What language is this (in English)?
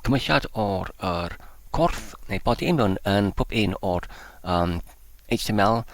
Welsh